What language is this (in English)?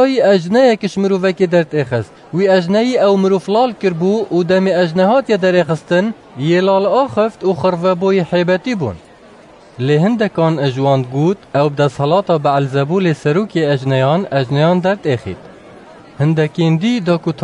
Kurdish